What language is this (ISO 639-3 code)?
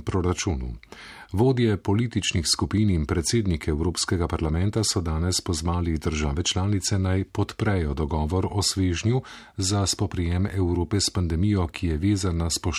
slv